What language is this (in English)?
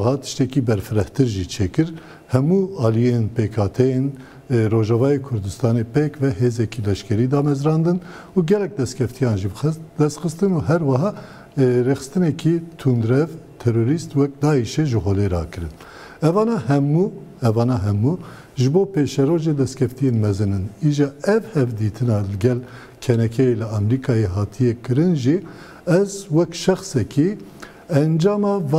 Kurdish